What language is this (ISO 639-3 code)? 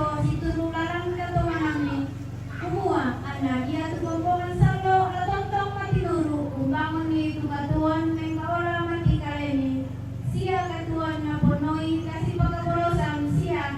sda